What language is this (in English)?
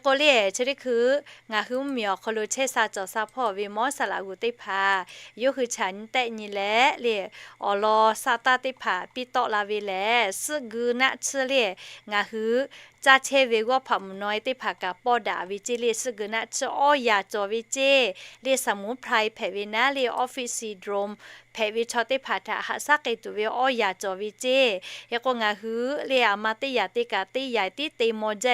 Lahu